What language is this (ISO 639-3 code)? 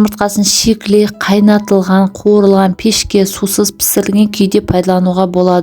kaz